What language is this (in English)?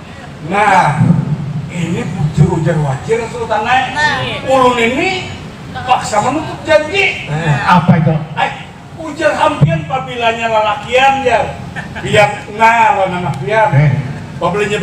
Banjar